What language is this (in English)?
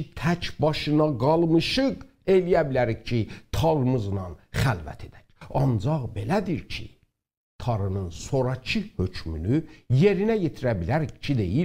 South Azerbaijani